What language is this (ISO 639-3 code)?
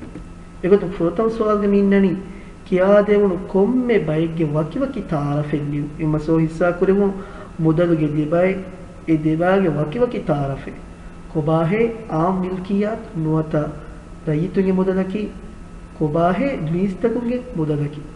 div